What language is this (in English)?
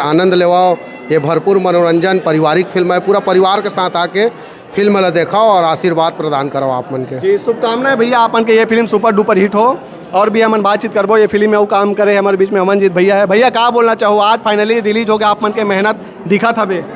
Chhattisgarhi